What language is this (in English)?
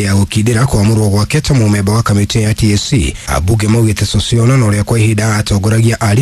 Kikuyu